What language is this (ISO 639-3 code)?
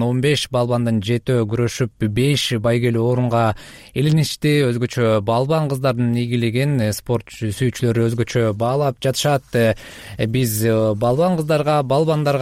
kir